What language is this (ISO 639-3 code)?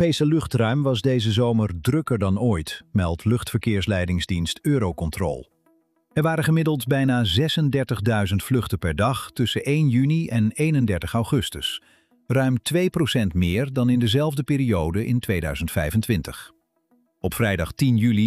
nld